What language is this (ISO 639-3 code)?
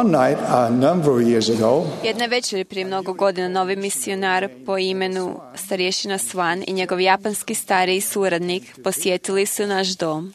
hrv